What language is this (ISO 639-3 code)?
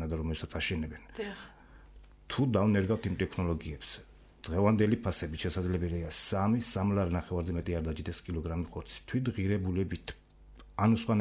kat